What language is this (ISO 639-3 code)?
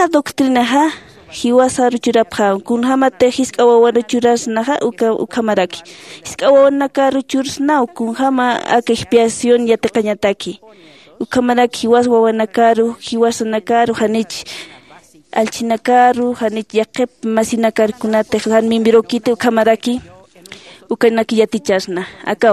aym